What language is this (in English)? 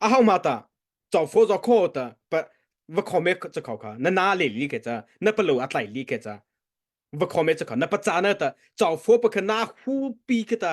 Mara Chin